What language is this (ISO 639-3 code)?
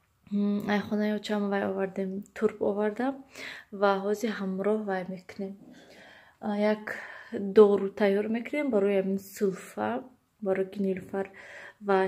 tgk